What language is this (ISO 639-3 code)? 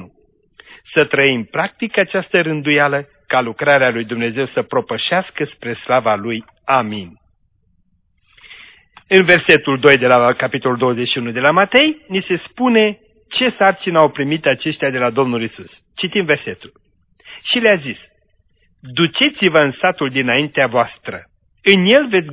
ron